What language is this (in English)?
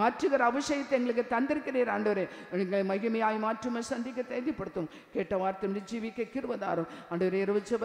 Tamil